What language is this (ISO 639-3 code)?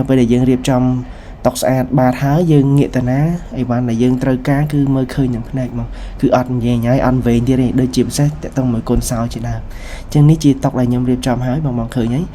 khm